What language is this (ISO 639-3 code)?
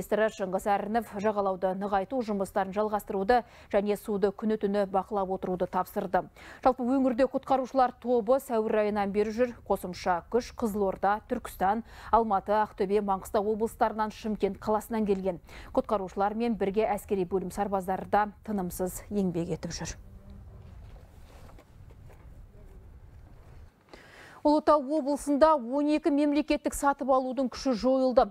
kaz